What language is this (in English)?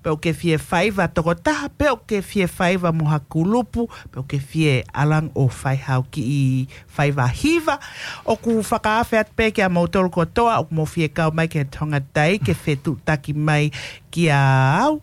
Tongan